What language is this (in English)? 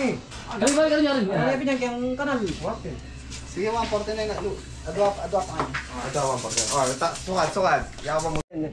Filipino